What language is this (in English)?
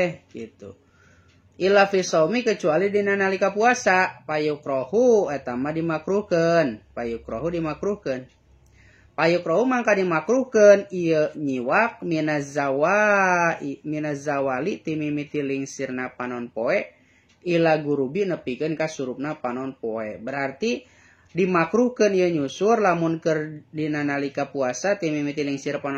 Sundanese